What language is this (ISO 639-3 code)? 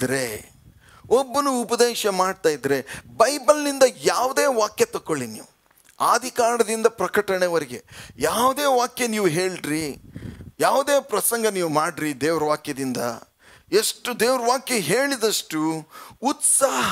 kan